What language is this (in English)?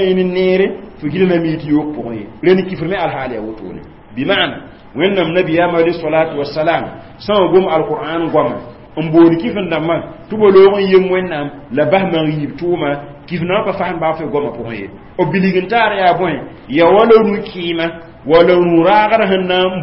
Mossi